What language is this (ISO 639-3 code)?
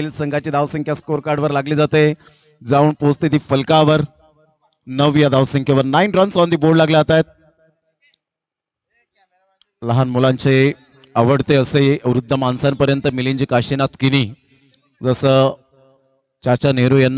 mar